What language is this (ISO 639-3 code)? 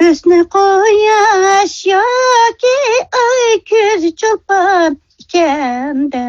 uig